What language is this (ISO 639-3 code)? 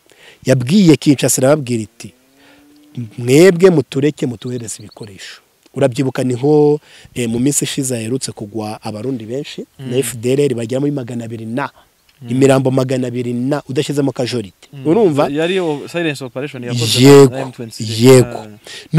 kin